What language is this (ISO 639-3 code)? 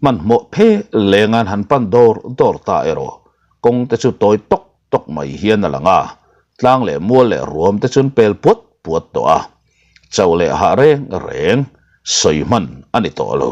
lus